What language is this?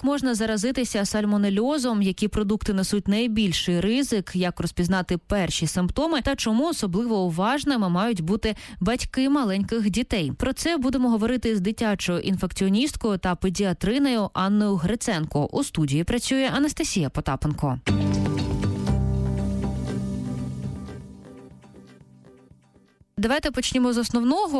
Ukrainian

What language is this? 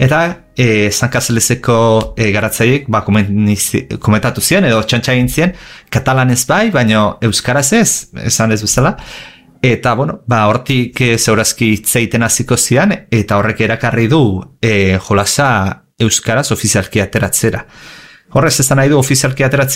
Basque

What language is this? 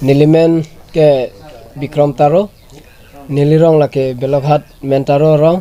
Karbi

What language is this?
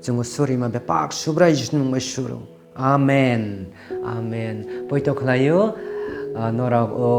Kok Borok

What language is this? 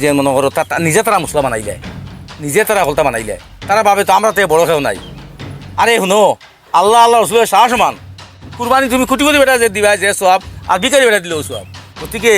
Sylheti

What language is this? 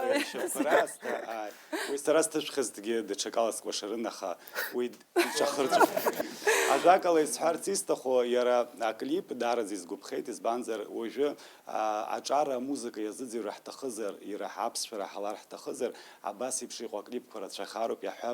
Abkhazian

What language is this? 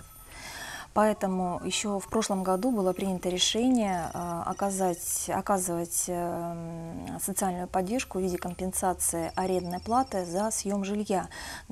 Russian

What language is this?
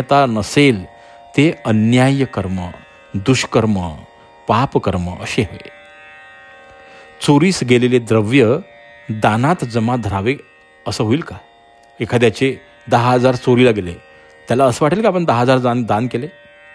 Marathi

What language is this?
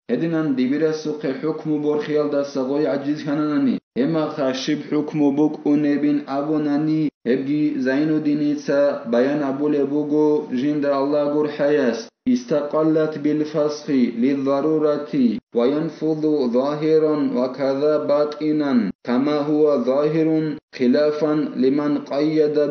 Avaric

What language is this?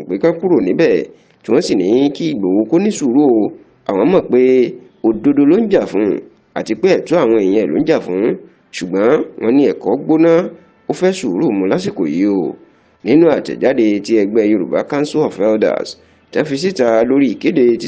Yoruba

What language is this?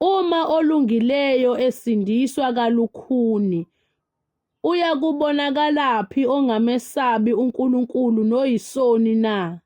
Zulu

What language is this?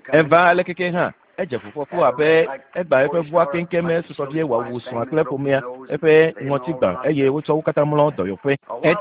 Ewe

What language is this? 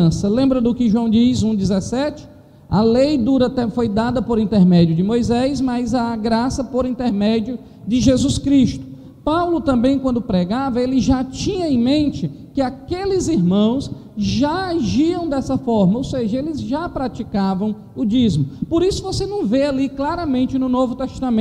Portuguese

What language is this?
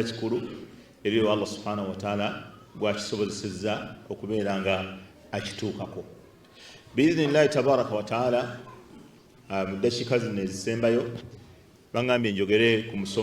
Ganda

